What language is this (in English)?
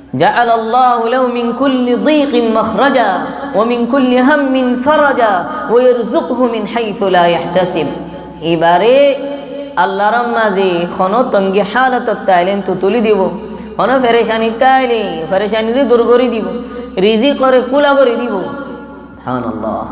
Rohingya